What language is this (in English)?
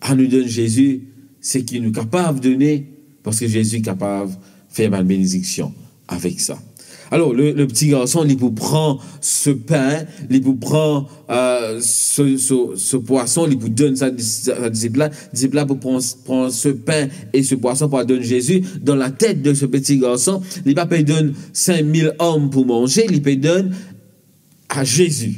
Morisyen